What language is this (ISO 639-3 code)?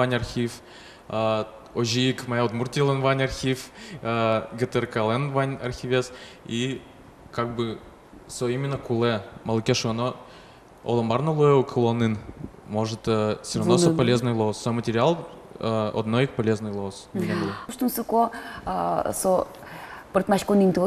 udm